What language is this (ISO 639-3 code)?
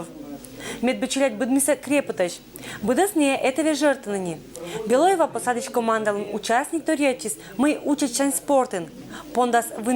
koi